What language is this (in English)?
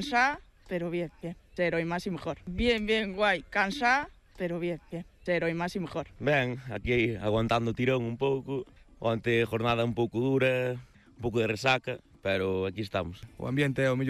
Galician